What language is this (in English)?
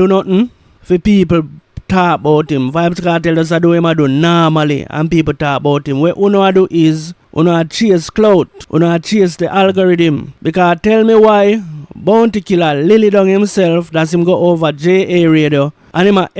Jamaican Creole English